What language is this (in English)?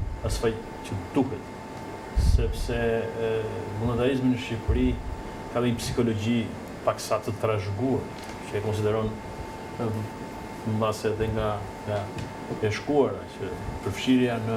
Albanian